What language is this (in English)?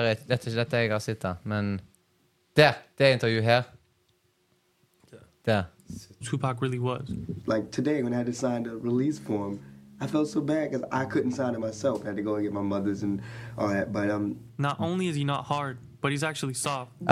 Norwegian